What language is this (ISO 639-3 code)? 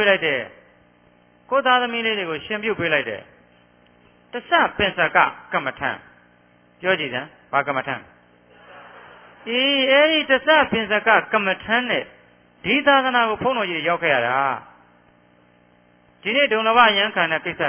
mya